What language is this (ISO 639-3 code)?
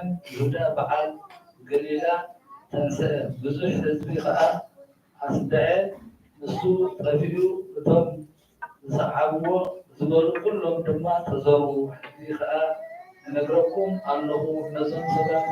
tir